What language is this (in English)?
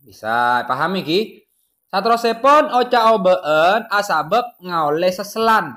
Madurese